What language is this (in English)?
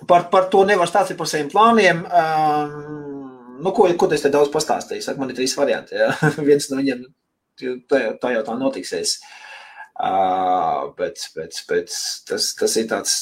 Latvian